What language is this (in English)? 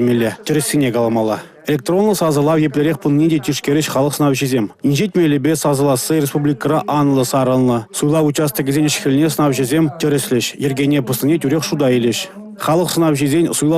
Chuvash